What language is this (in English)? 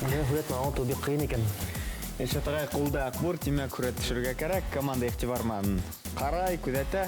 Bashkir